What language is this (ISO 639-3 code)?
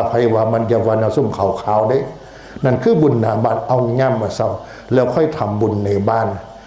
tts